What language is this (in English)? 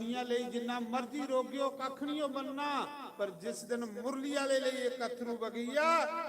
Dogri